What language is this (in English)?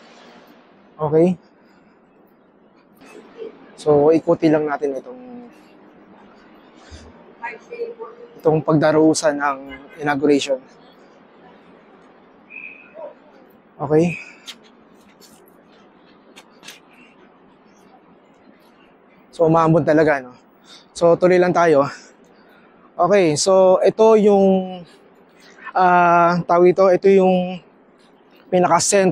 Filipino